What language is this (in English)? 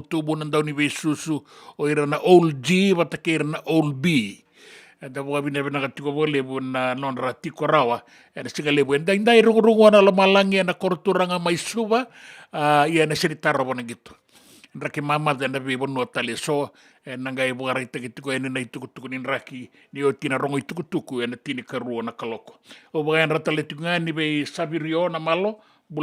Fijian